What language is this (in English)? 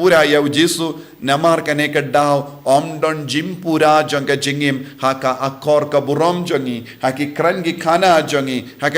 Khasi